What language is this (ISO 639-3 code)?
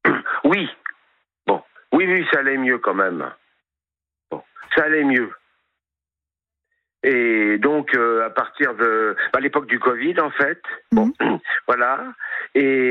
fra